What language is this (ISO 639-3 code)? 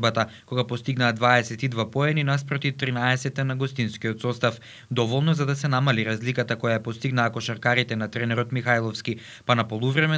mkd